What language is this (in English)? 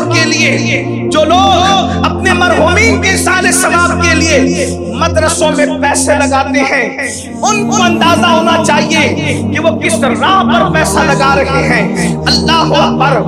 Urdu